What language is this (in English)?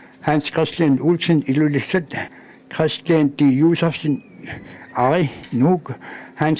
Kalaallisut